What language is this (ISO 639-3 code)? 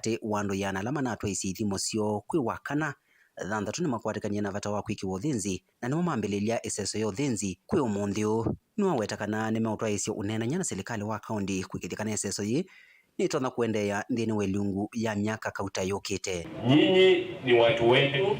kam